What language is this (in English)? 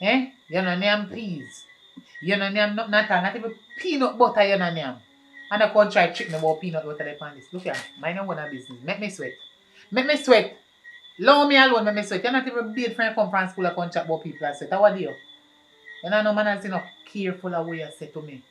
Jamaican Creole English